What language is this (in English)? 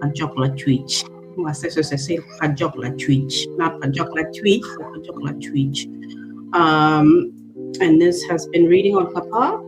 Acoli